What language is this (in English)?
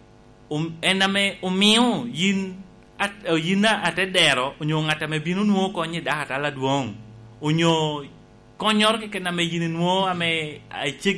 Lango (Uganda)